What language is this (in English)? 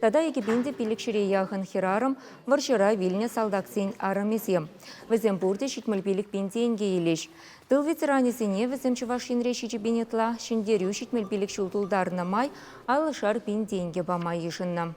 Chuvash